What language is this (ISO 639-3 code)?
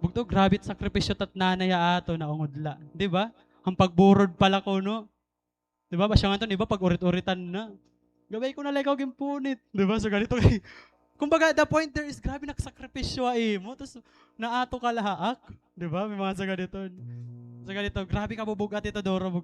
war